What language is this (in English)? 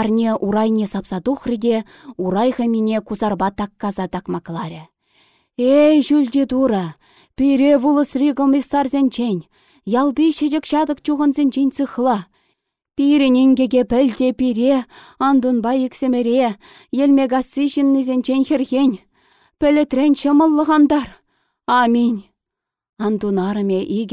Chuvash